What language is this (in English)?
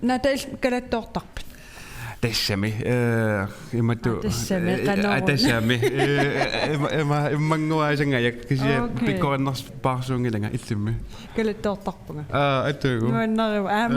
Kalaallisut